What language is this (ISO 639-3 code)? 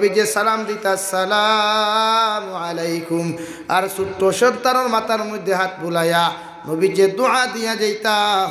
syl